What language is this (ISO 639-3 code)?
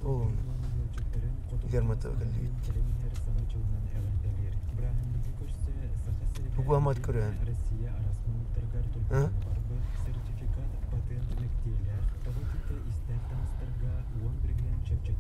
sah